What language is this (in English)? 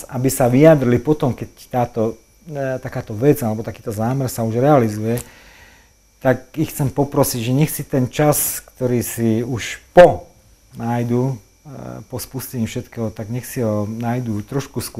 Slovak